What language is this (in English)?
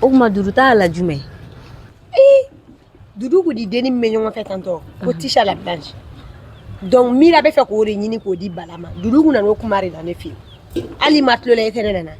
Bambara